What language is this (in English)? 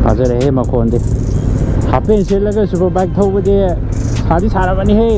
Manipuri